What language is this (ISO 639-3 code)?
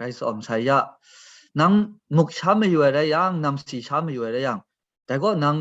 kac